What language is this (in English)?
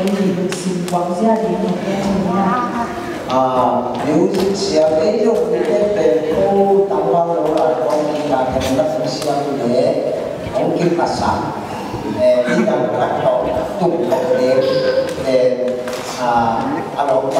Tedim Chin